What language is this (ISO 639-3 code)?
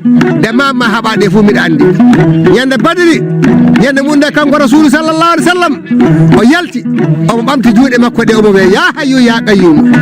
ful